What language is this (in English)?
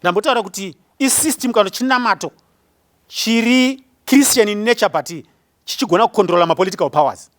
Shona